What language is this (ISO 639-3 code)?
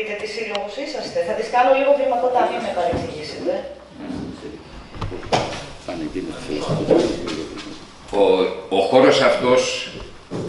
ell